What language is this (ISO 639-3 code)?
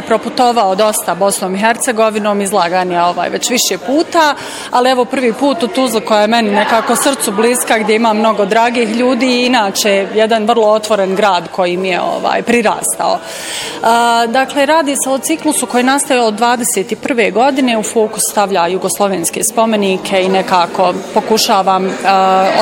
bos